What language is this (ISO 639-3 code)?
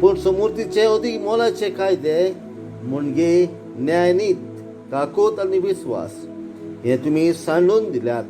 kok